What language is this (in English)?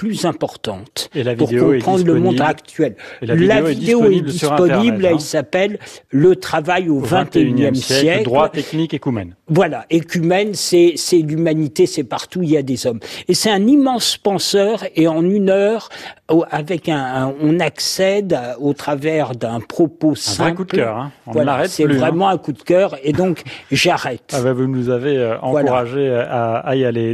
French